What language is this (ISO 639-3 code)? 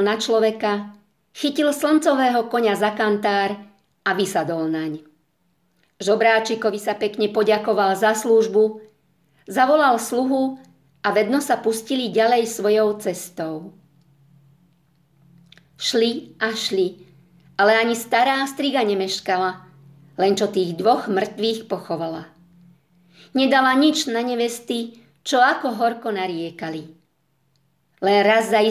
slk